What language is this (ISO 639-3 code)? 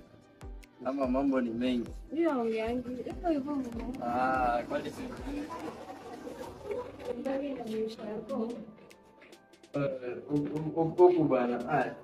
swa